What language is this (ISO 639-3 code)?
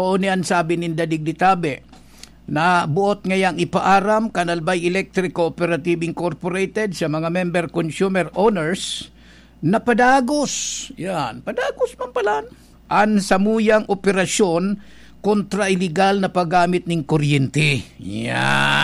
bik